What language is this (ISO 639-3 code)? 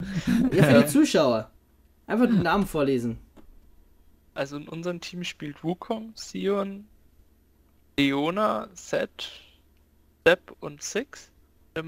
deu